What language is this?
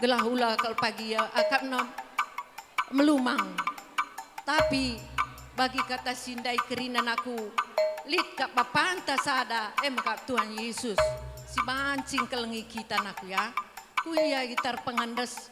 Batak Karo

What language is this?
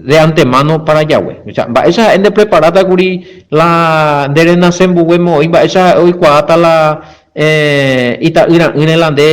Guarani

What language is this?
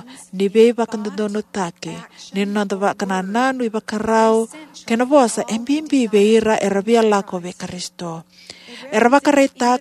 Fijian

